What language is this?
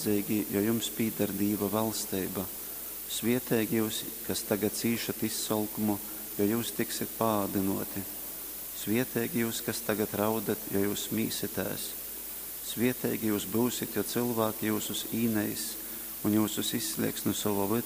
Latgalian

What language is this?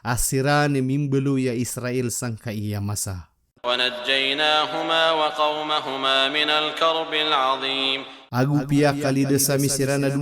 Maranao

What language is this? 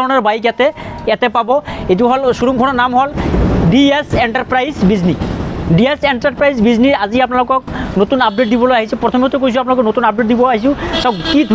Assamese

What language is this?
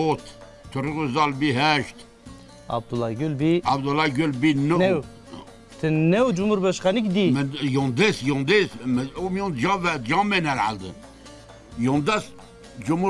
Zaza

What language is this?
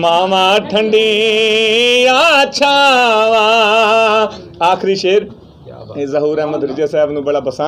Western Panjabi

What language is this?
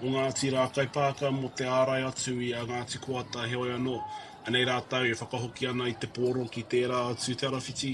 Māori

